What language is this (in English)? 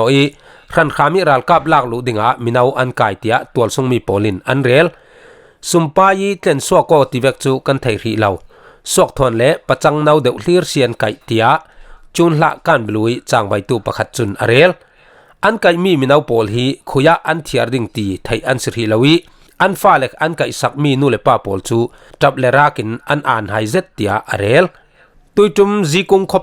Falam Chin